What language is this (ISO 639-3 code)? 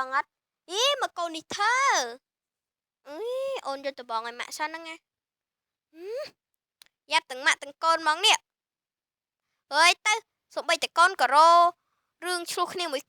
khm